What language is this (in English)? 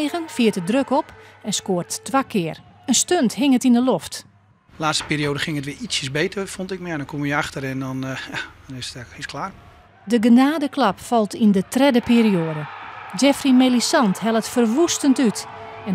Western Frisian